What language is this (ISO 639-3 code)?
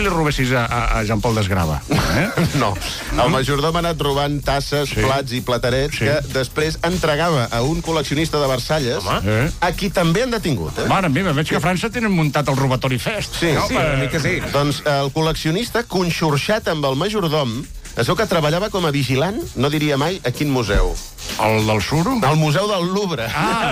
cat